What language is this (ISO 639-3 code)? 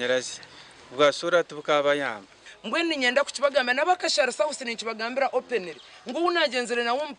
nyn